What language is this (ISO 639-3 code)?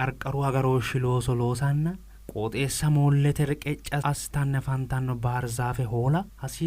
sid